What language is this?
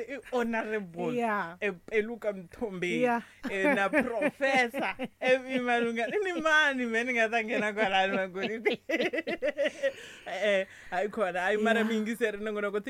Tsonga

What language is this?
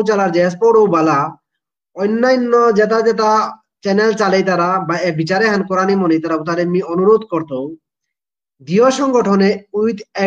Bishnupriya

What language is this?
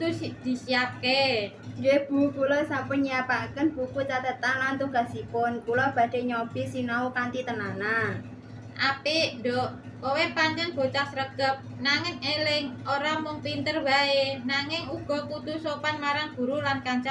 Javanese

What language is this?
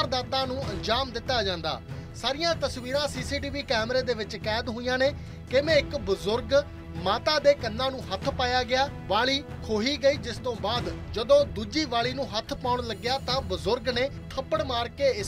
Punjabi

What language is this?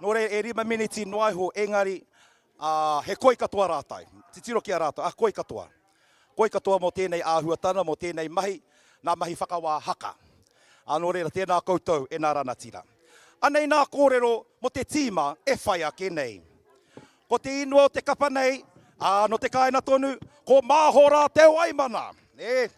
Māori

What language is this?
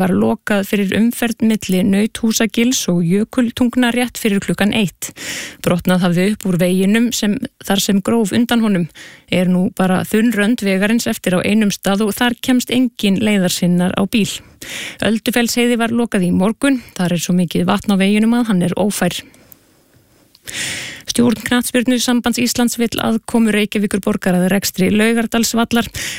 Icelandic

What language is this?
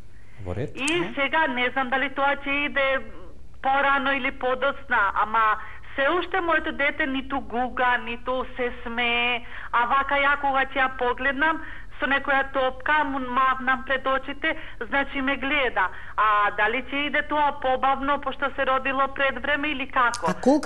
Macedonian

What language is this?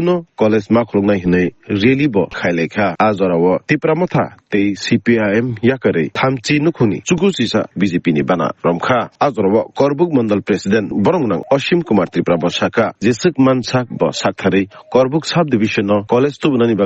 Kok Borok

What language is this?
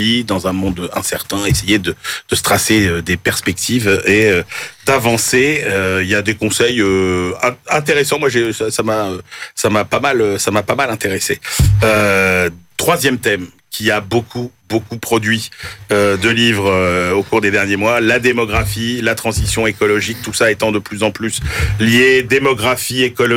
French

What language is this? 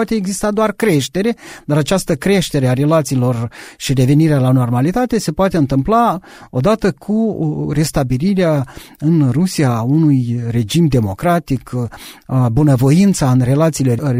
Romanian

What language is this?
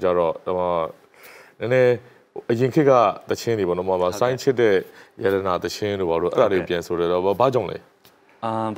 Burmese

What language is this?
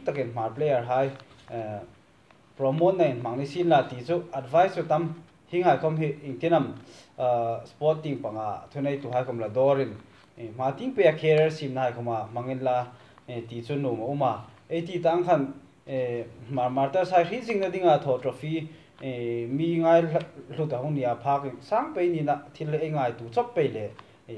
Hmar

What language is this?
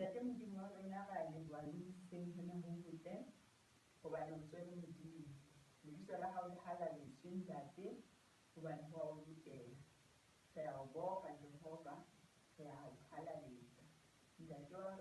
Southern Sotho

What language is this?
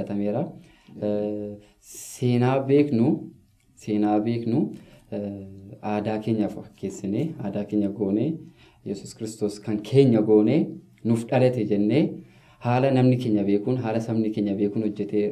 Oromo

